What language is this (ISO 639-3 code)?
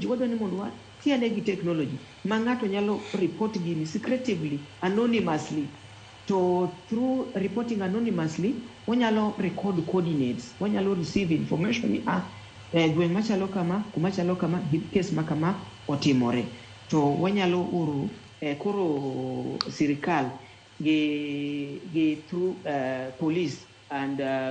luo